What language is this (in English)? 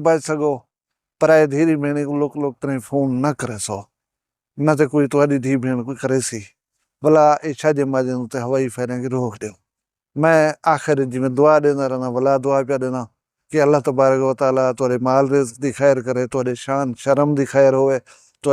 Saraiki